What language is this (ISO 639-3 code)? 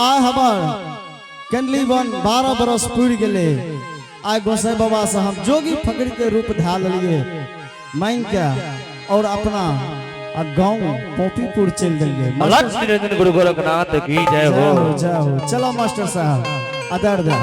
anp